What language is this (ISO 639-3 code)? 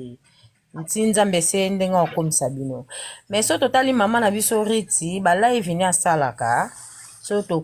lin